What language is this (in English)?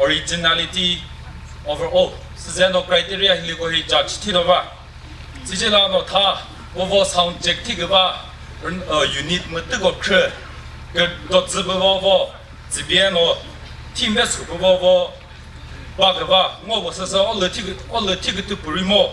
Chokri Naga